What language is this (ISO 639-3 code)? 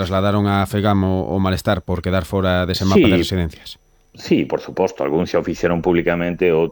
glg